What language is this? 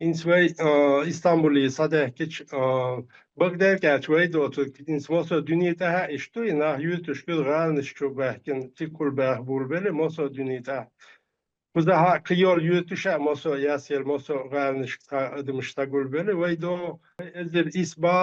Chechen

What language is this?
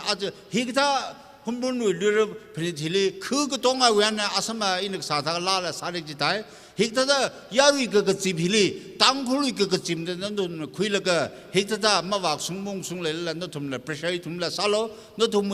Tangkhul Naga (India)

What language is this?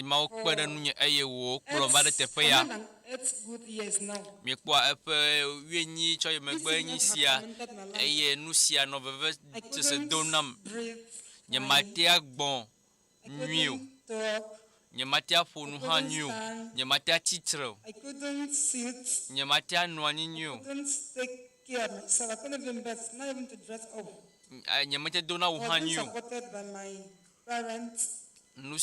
Ewe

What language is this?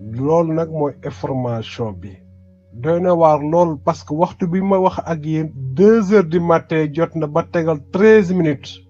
Wolof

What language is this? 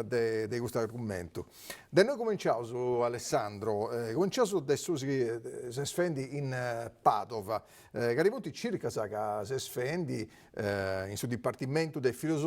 Sardinian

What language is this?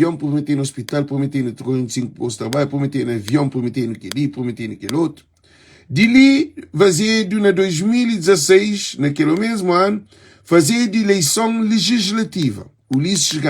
Kabuverdianu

